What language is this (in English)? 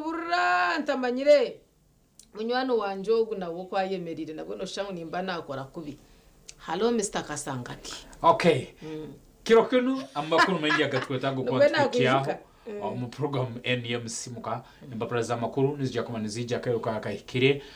Nyankole